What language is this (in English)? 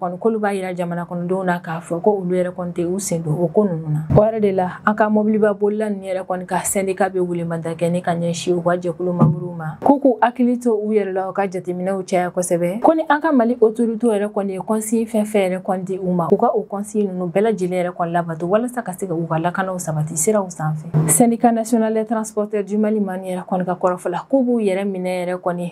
Bambara